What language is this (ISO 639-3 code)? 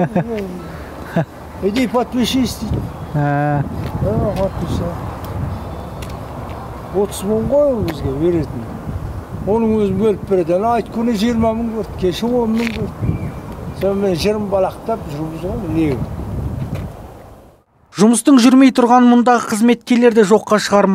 kaz